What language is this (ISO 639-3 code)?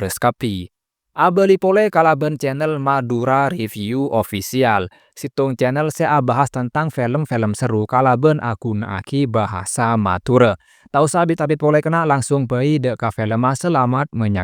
mad